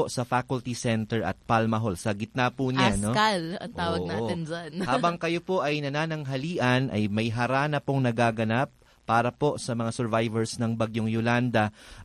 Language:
Filipino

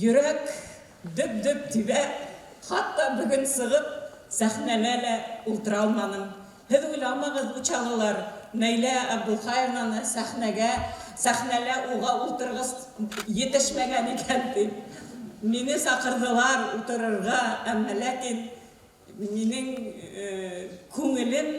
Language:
Bashkir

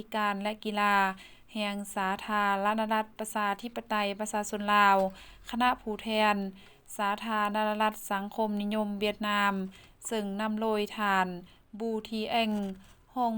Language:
Lao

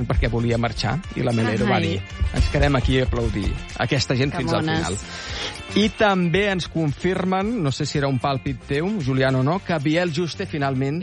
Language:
Catalan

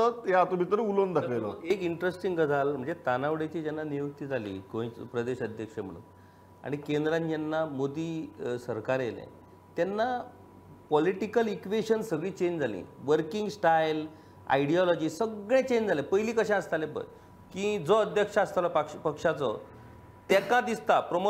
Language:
Konkani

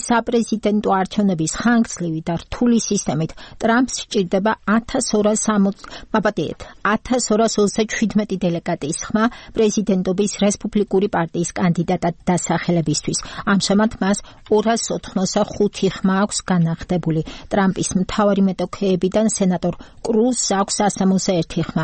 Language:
Georgian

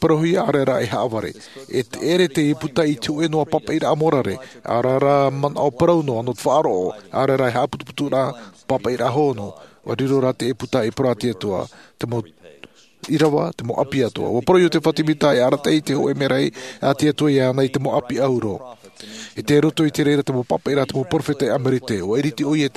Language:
Tahitian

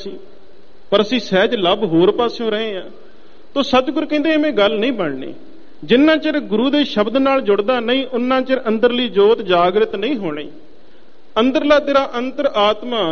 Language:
Punjabi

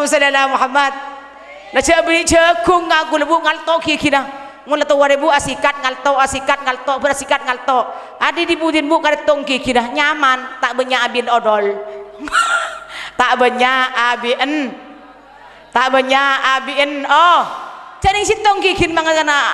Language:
Madurese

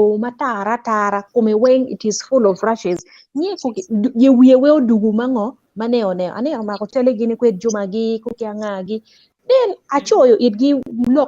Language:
Acoli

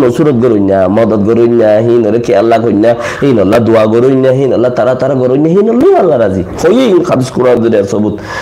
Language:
Rohingya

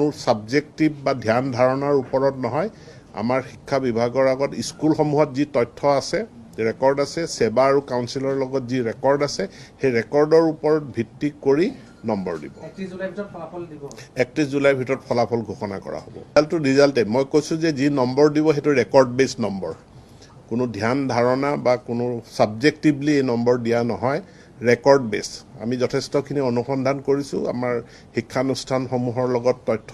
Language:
Assamese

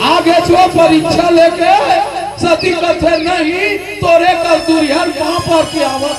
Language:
Chhattisgarhi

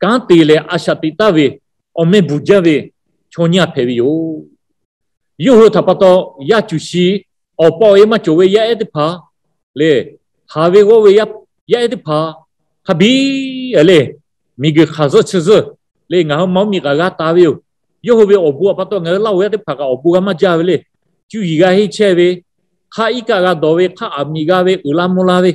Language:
Lahu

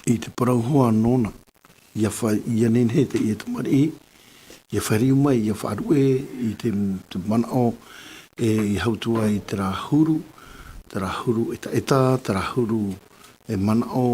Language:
Tahitian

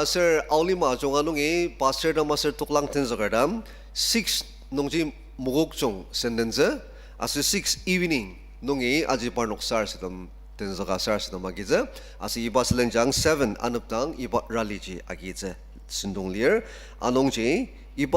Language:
Ao Naga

